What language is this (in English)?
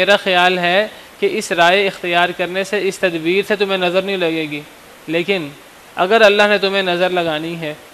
Urdu